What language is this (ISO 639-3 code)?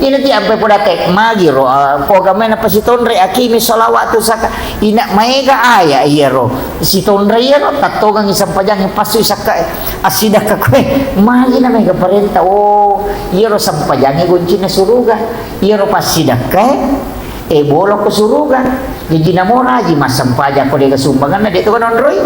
bug